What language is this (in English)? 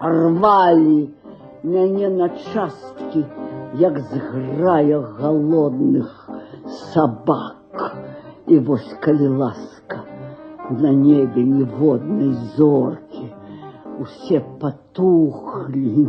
Belarusian